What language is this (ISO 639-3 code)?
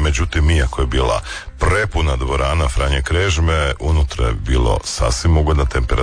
hrv